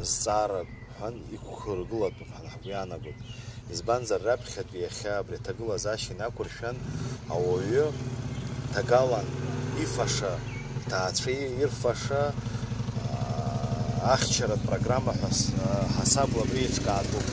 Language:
Abkhazian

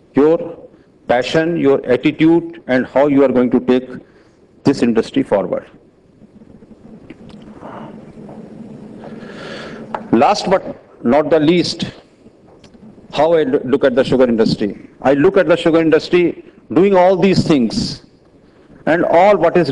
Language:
English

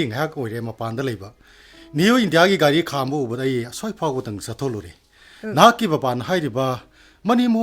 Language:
Manipuri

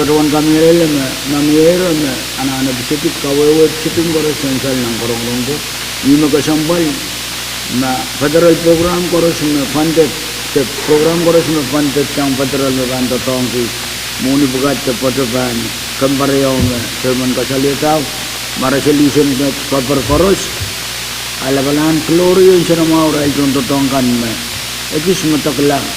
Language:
Pohnpeian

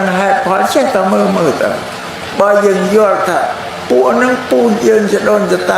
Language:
Khmer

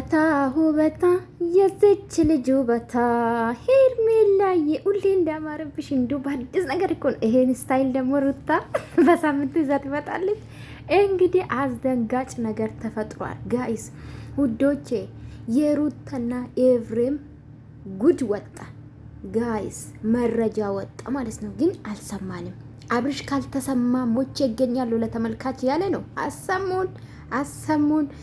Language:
Amharic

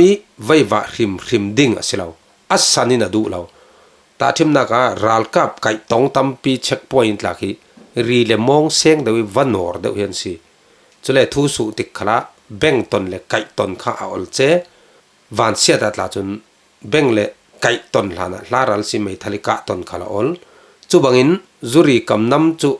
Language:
Falam Chin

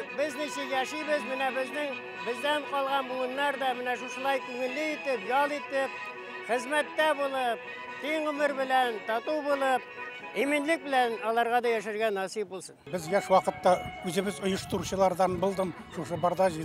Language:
Bashkir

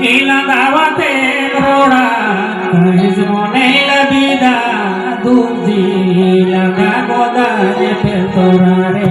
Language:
Santali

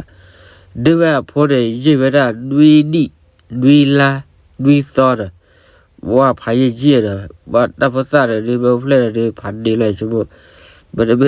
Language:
S'gaw Karen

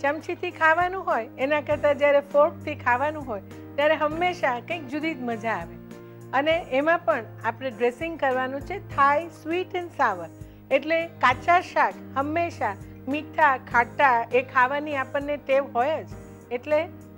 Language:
Gujarati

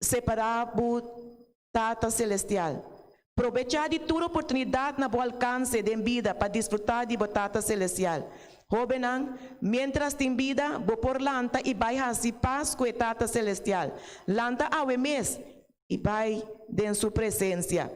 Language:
Papiamento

